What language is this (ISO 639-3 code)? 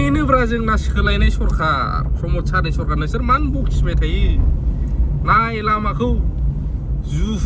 brx